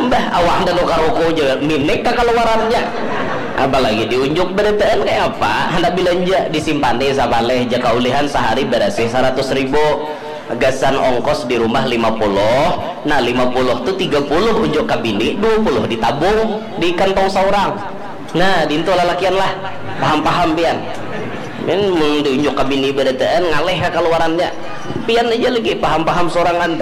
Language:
Banjar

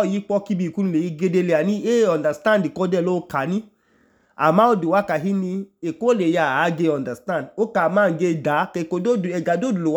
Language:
Idoma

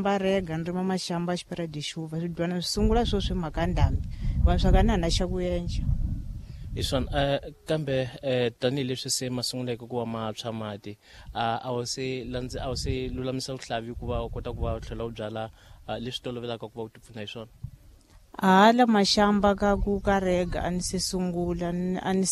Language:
Tsonga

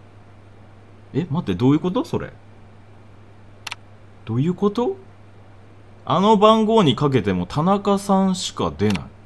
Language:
Japanese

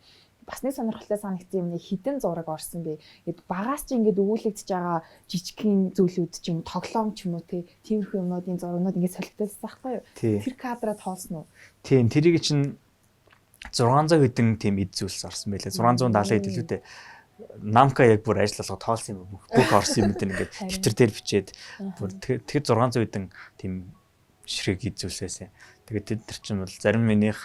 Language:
Mongolian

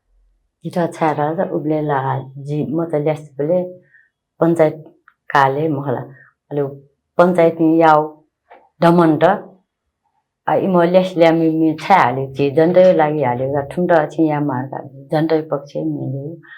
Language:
Newari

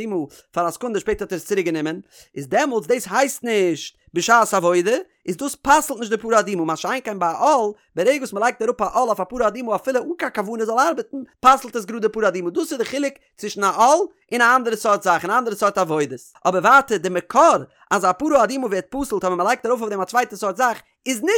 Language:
Yiddish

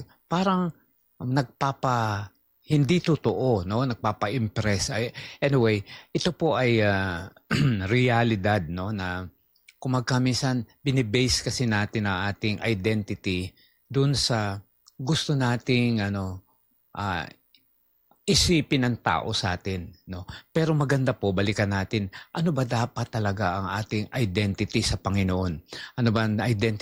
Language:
Filipino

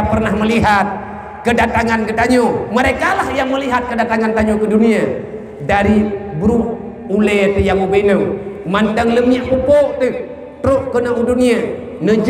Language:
Achinese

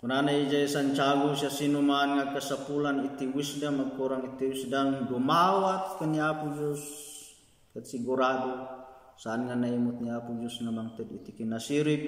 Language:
Iloko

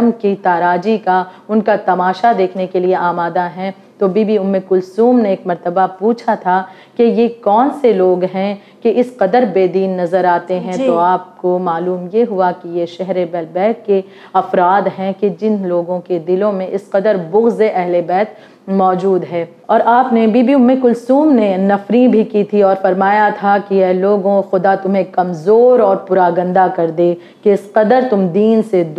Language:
Urdu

